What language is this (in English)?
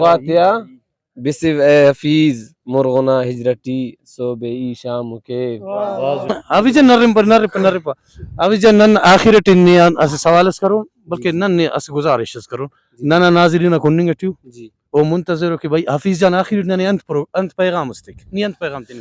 Brahui